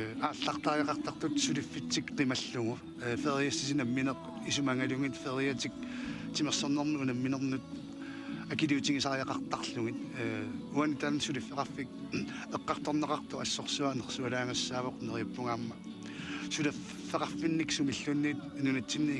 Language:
Kalaallisut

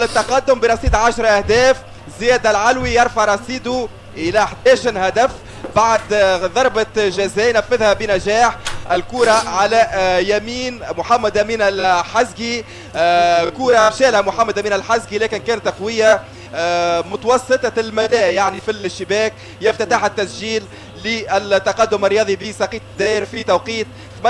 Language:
Tunisian Arabic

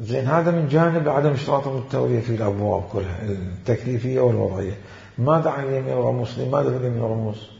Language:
Mesopotamian Arabic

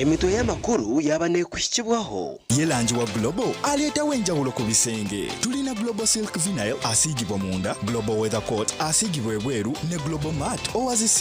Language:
Nyankole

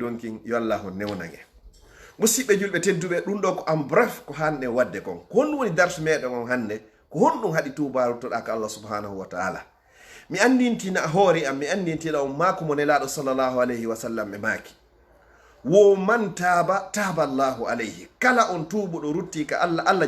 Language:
Fula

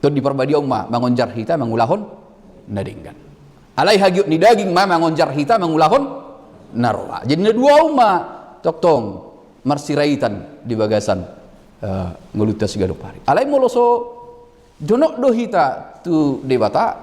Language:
Batak Toba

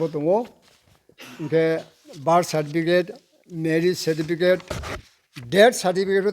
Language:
Riang (India)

